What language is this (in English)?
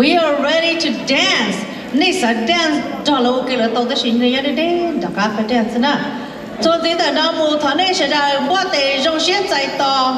Hmong